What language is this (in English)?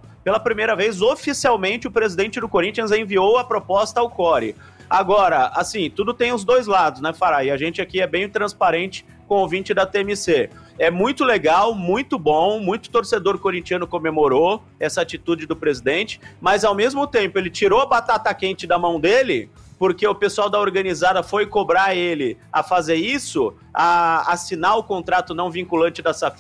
Portuguese